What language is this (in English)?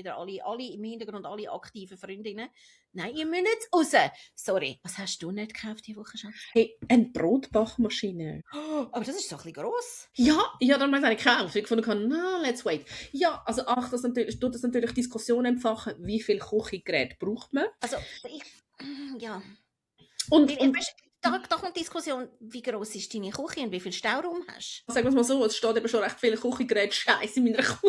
Swiss German